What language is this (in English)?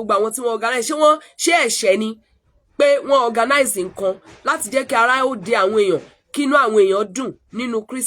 Yoruba